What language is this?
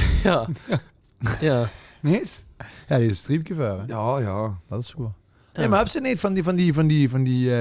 Limburgish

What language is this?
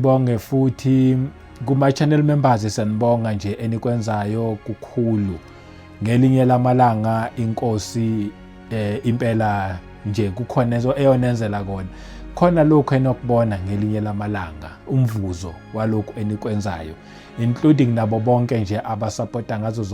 Zulu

